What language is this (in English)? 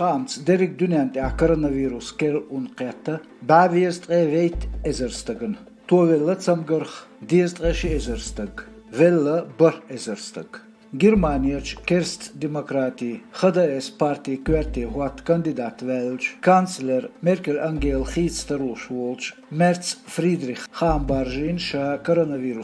Chechen